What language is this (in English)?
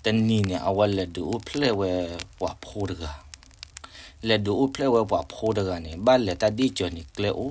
S'gaw Karen